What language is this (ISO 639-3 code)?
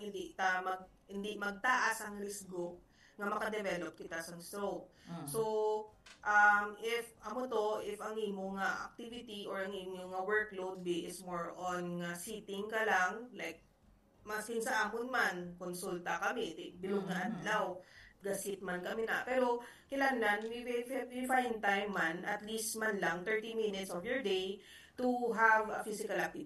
hil